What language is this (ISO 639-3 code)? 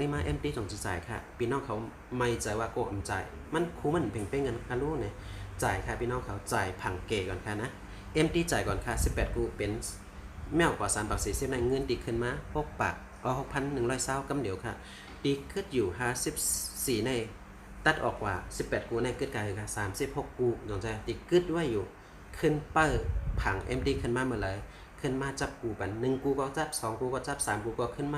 shn